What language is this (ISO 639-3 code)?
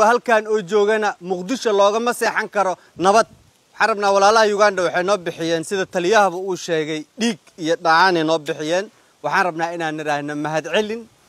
som